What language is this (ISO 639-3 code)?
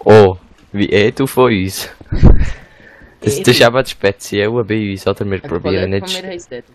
gsw